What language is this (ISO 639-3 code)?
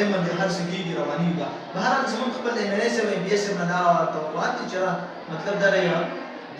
pus